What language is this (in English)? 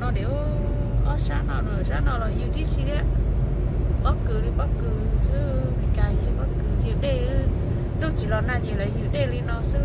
Hmong